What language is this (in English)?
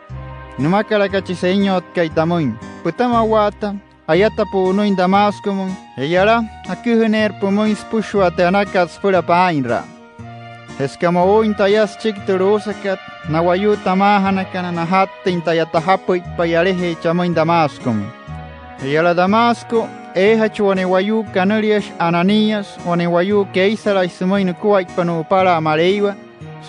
Wayuu